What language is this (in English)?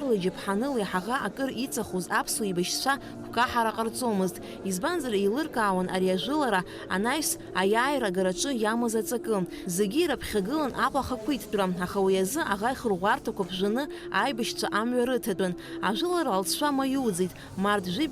Abkhazian